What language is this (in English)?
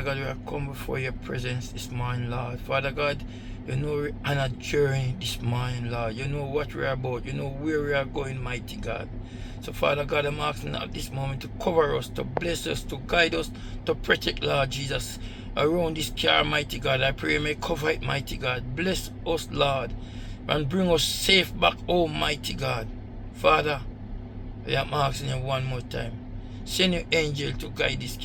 Jamaican Creole English